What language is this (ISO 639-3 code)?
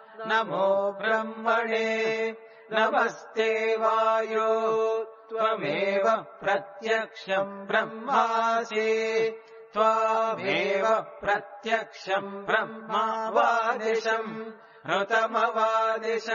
san